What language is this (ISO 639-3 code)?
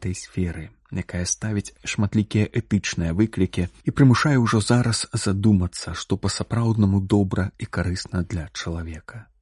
bel